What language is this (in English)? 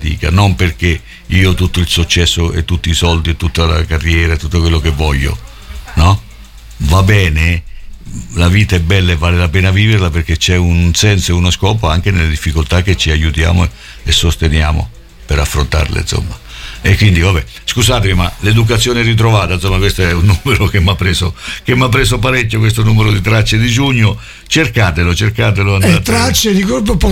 Italian